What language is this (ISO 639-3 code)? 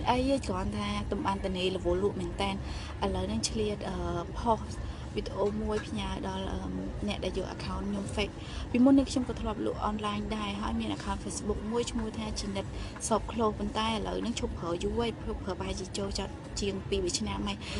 khm